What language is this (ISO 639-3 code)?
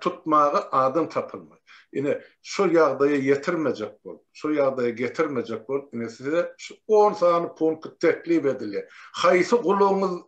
tuk